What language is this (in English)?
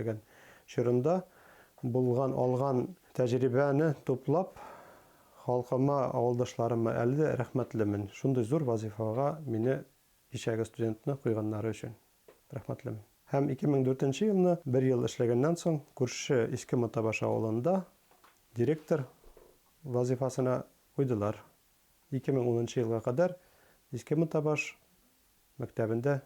Bashkir